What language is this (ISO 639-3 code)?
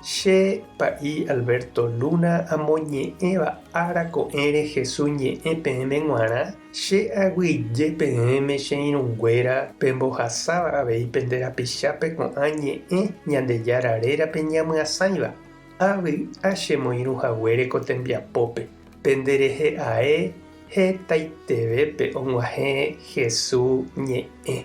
grn